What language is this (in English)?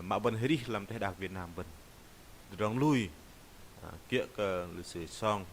Bahnar